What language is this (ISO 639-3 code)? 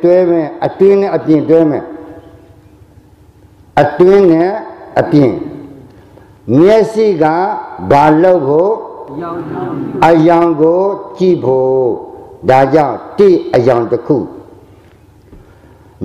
mya